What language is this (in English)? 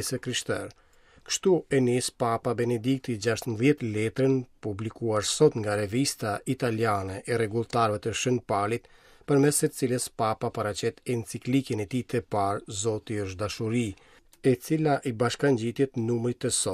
Albanian